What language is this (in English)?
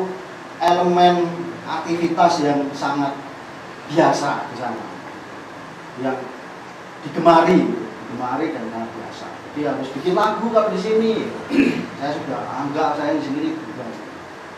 Indonesian